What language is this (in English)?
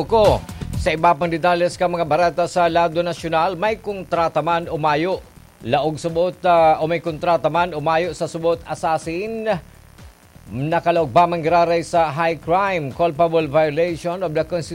Bikol